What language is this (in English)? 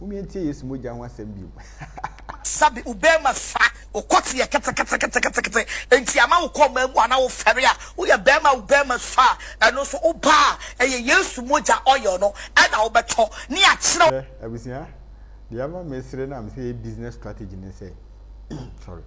Akan